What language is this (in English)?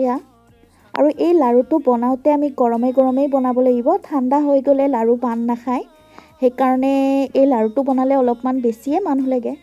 Assamese